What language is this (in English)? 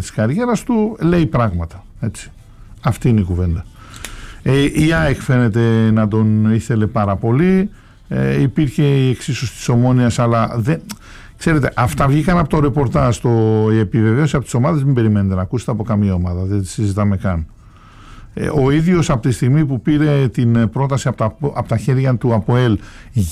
Greek